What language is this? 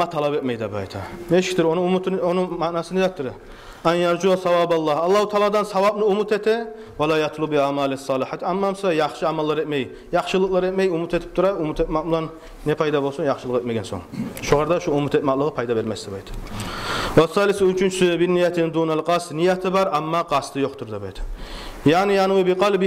Kumyk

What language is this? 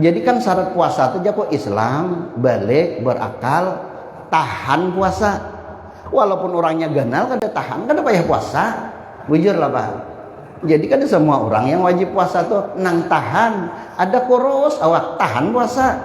Banjar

